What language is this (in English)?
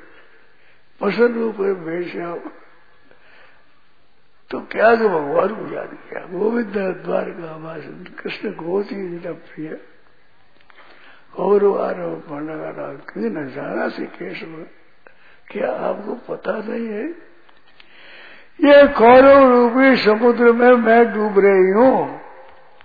Hindi